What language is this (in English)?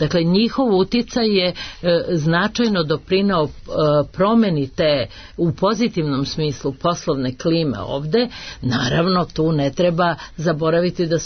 Serbian